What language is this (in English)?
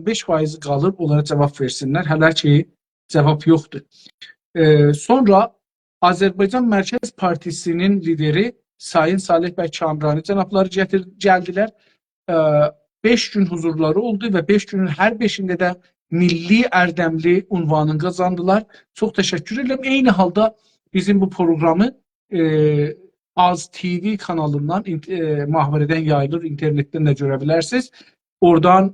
South Azerbaijani